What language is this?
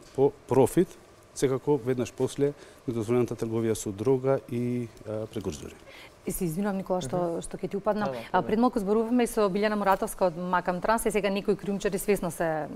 Macedonian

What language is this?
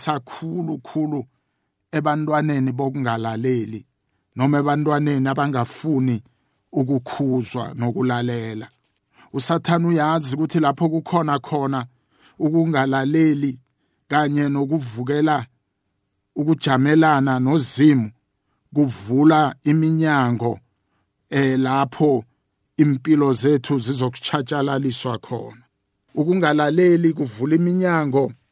South Ndebele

